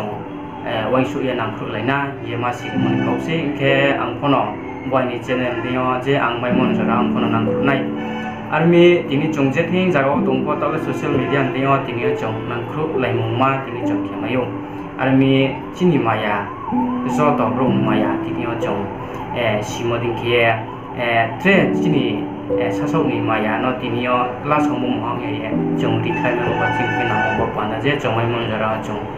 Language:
Riang (India)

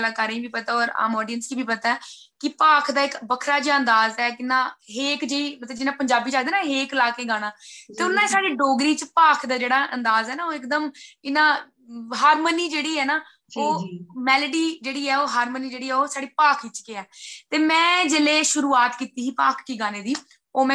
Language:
Dogri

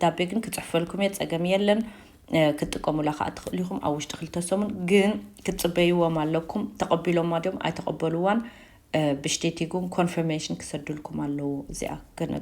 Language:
Tigrinya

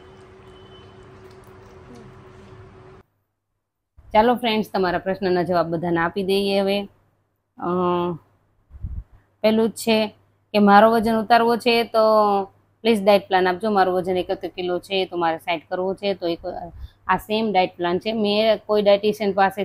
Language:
Gujarati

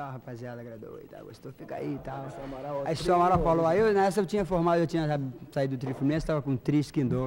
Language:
Portuguese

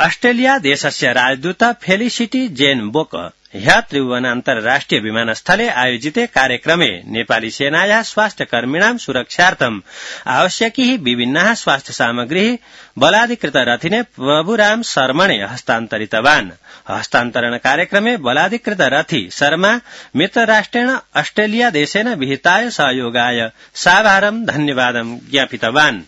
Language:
Sanskrit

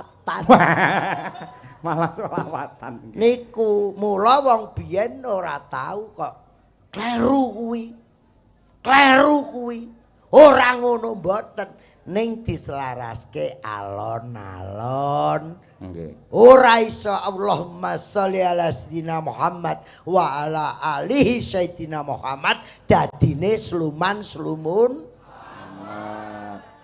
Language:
Javanese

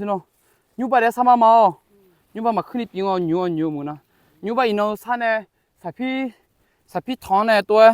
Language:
Akha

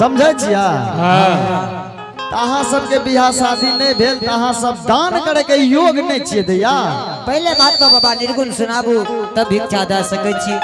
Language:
Angika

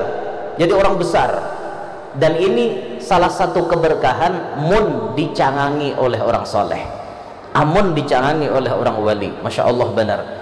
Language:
Banjar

